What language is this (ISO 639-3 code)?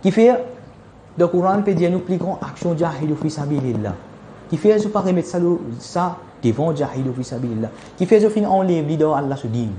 mfe